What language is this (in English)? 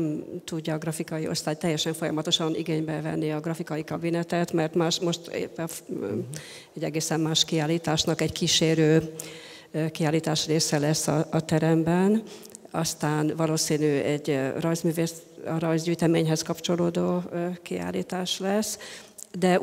Hungarian